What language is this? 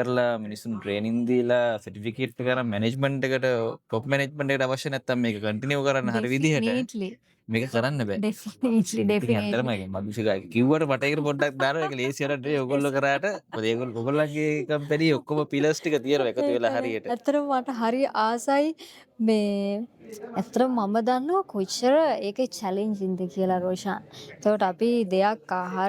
Sinhala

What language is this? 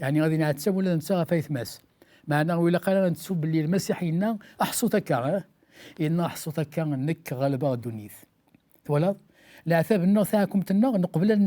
Kabyle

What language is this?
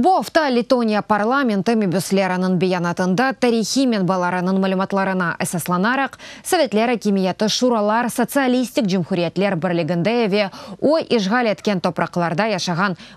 Crimean Tatar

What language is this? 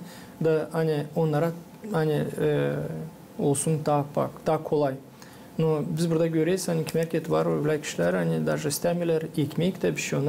Gagauz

